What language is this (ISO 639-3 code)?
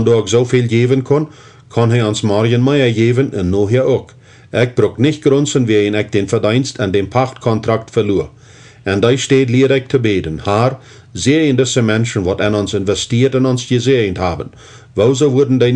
pdt